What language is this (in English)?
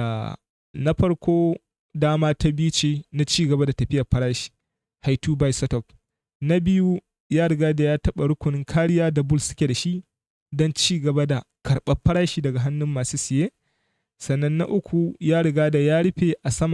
Hausa